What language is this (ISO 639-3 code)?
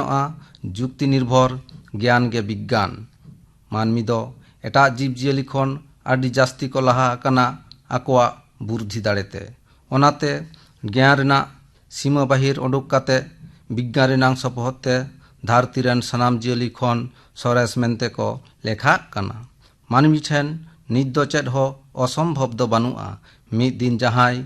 sat